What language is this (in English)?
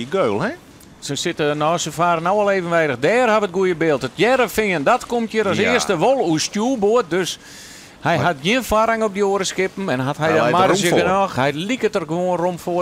Western Frisian